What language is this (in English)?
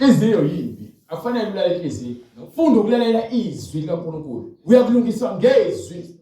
Zulu